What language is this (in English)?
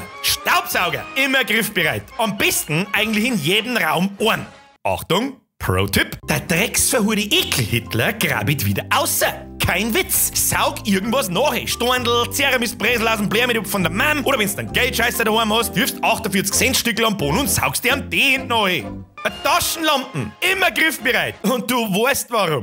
Bavarian